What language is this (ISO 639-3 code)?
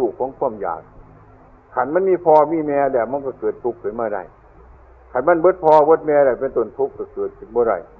tts